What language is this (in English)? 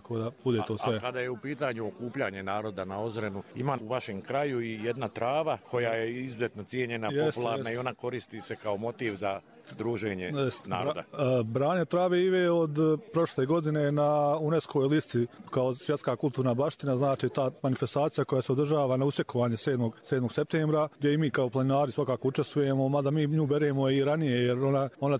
Bosnian